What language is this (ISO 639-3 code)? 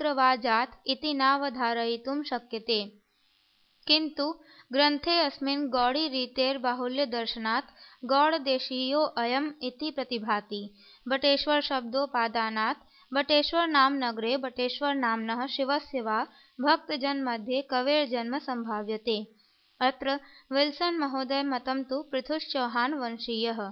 san